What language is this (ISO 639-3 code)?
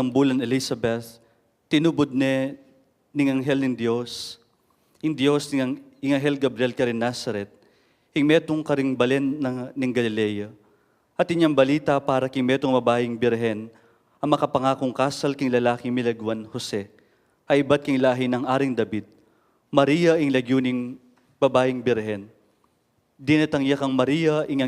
pam